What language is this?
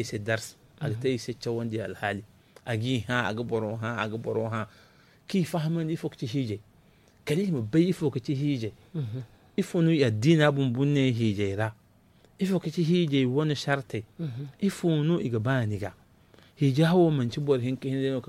Zarma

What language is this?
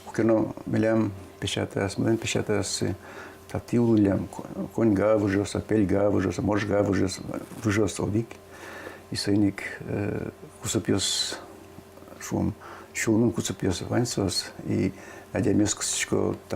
Udmurt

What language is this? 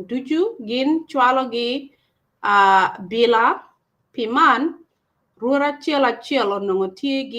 Acoli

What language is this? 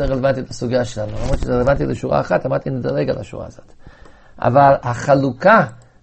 Hebrew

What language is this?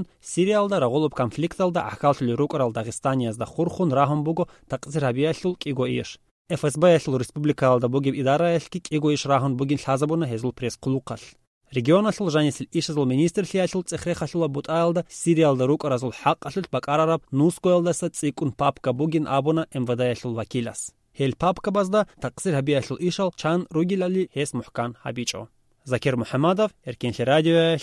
Avaric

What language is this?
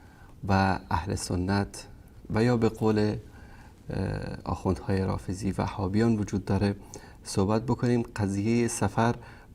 Persian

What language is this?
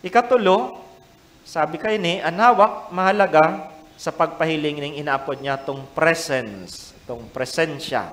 Bikol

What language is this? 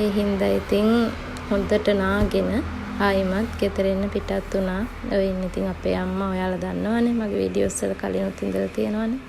Sinhala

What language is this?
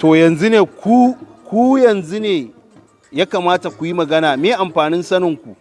Hausa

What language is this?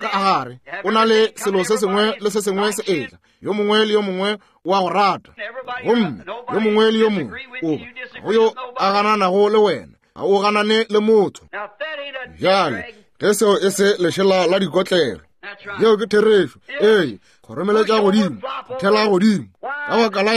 Northern Sotho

